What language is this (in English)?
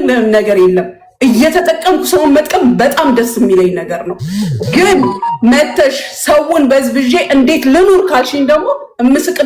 Amharic